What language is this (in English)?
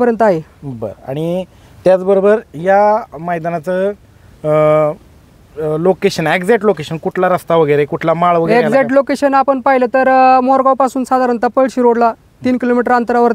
Marathi